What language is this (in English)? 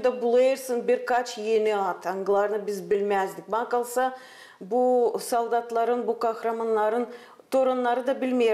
Gagauz